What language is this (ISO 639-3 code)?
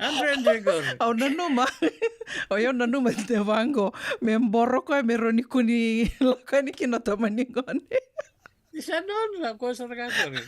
fij